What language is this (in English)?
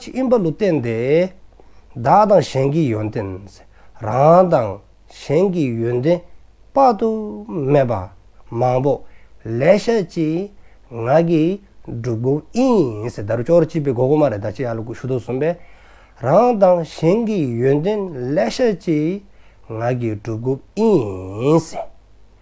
Dzongkha